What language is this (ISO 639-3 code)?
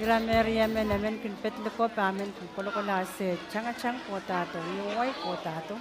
pon